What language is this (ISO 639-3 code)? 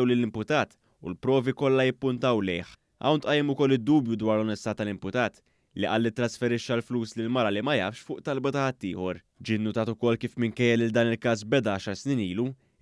mlt